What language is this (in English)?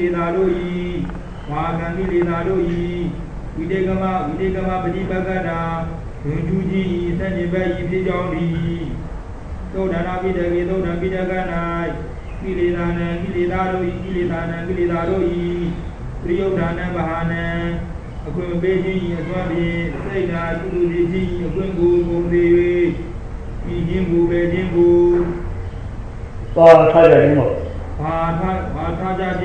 Burmese